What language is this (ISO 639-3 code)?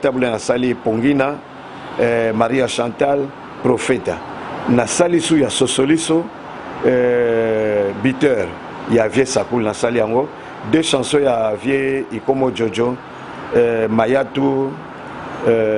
lin